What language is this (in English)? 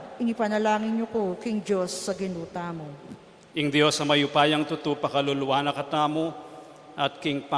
Pampanga